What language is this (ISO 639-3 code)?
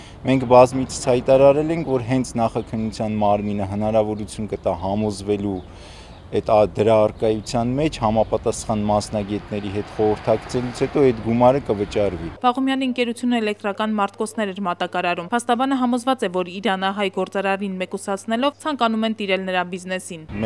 hye